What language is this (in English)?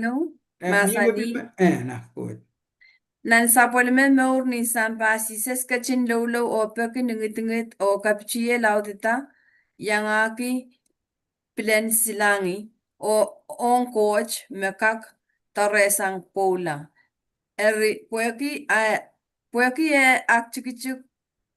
Pohnpeian